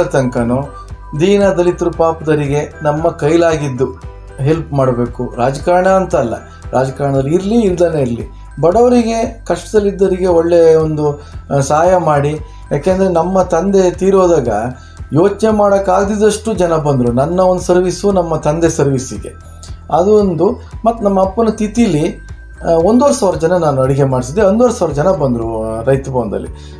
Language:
Kannada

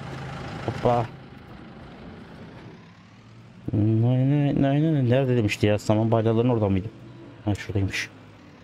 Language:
Turkish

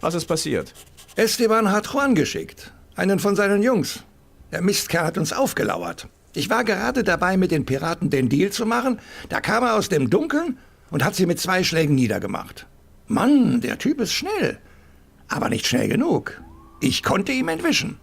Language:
Bavarian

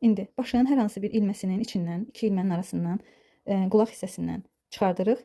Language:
Azerbaijani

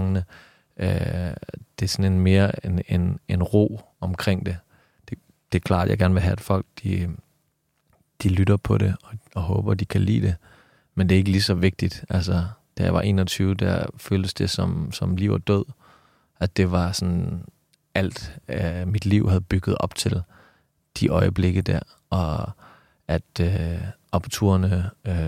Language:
Danish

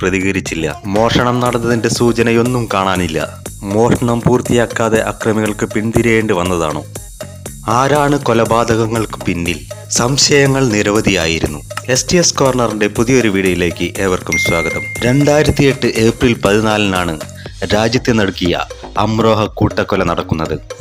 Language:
Malayalam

